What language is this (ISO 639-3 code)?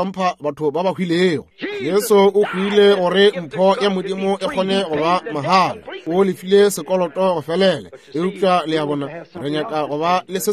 nso